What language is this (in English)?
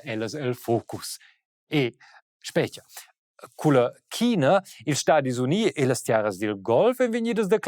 Romansh